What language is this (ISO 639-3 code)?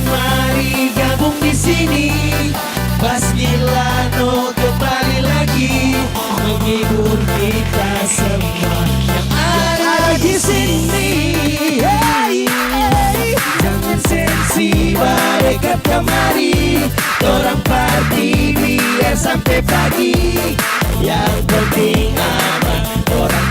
xmm